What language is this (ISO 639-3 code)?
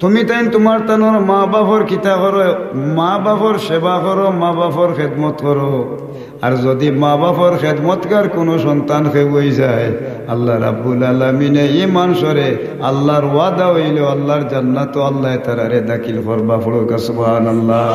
syl